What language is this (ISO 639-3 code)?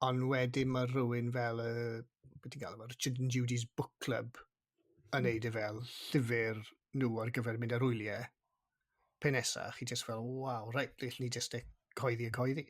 cym